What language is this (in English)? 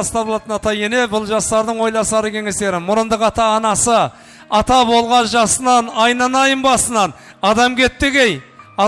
Kara-Kalpak